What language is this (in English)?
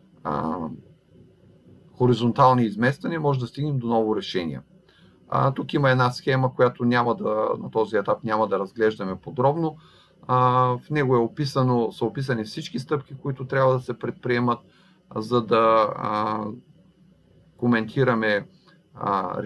Bulgarian